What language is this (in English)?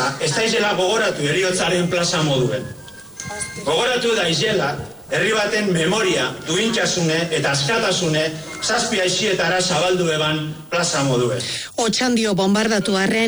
Basque